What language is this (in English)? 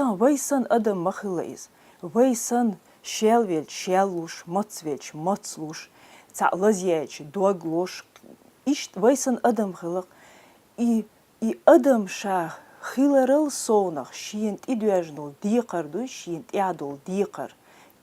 Chechen